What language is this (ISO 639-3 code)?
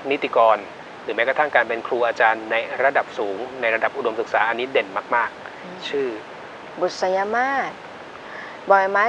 tha